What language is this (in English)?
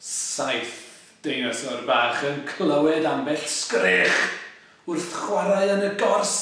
Welsh